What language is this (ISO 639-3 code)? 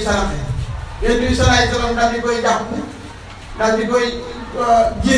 wol